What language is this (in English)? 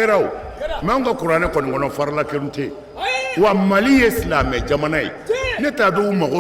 Bambara